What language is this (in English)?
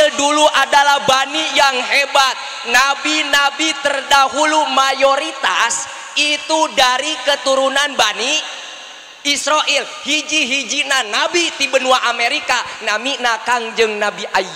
Sundanese